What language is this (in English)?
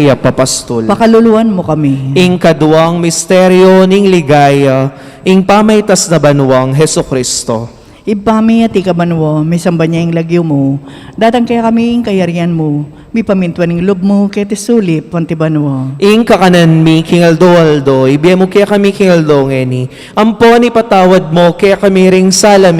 Pampanga